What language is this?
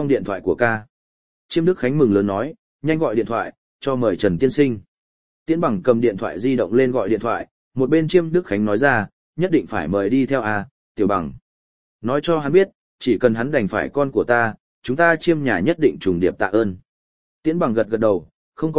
Vietnamese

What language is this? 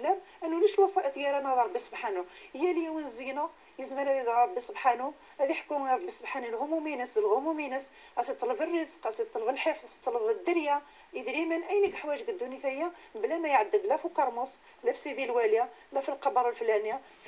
Moroccan Arabic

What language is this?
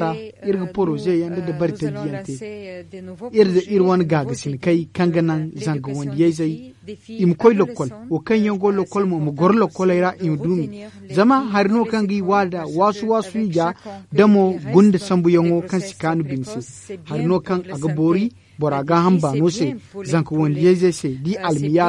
Zarma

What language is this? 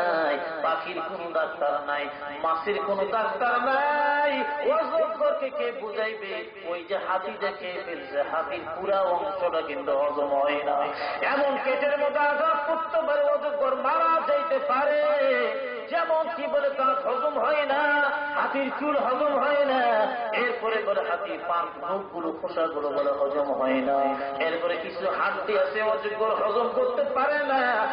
Bangla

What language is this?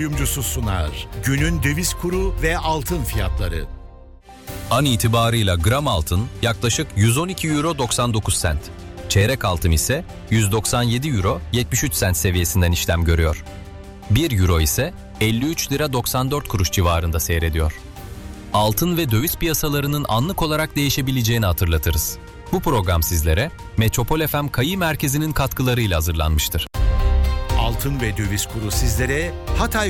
Turkish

